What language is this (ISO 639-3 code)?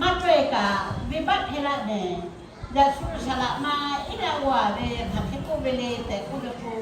lhu